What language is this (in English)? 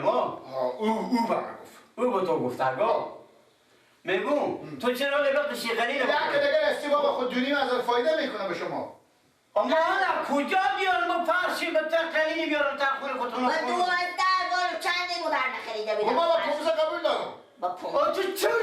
Persian